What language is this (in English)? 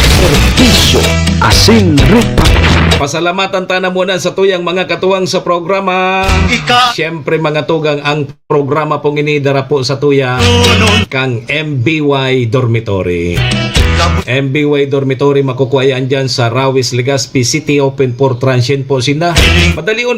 Bikol